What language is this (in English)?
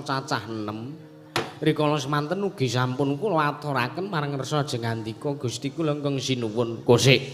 Javanese